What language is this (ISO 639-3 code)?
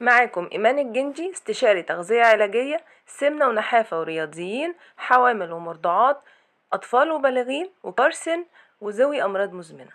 arz